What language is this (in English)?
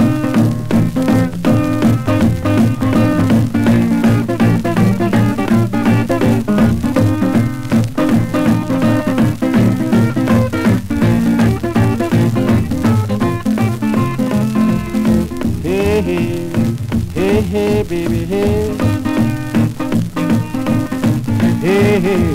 English